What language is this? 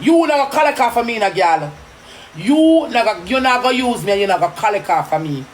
Jamaican Creole English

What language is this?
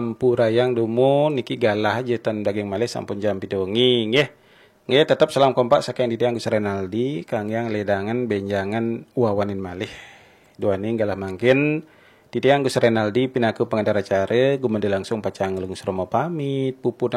Balinese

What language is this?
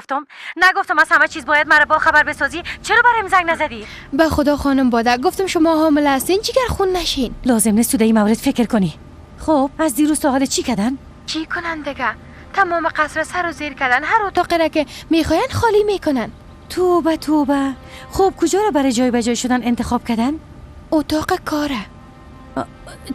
Persian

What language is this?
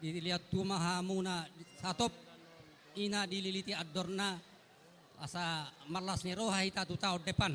Batak Toba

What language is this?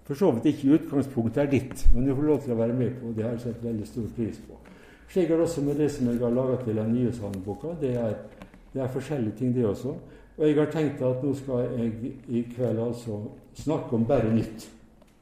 Norwegian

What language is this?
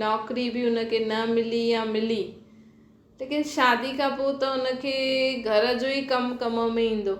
Sindhi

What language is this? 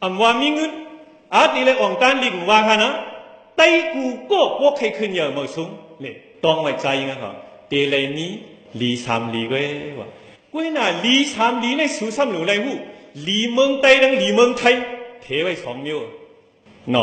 Shan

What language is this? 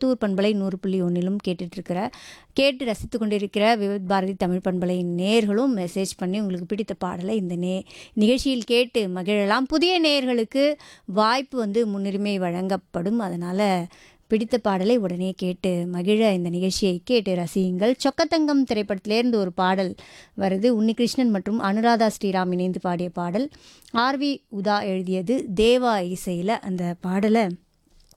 Tamil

